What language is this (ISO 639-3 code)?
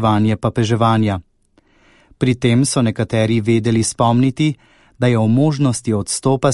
slv